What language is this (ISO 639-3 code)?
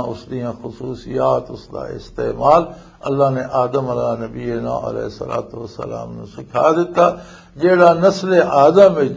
lah